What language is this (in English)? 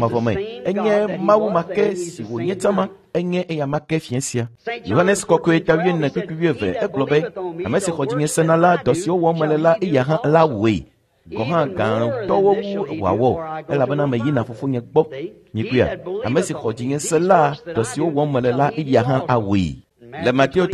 Ewe